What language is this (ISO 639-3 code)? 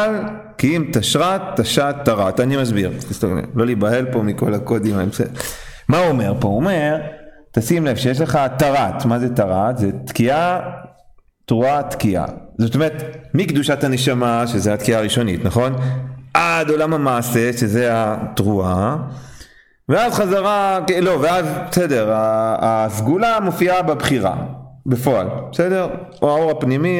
heb